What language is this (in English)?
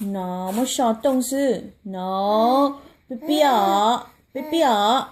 Hmong